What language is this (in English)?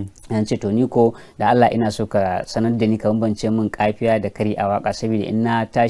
Hausa